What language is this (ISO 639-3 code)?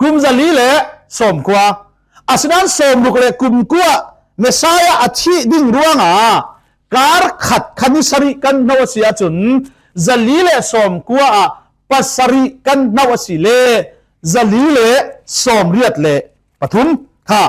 cfm